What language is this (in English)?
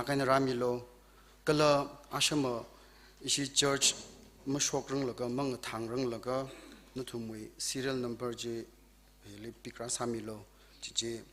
Tangkhul Naga (India)